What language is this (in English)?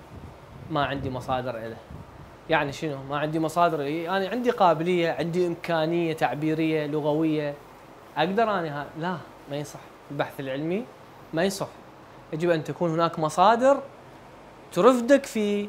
Arabic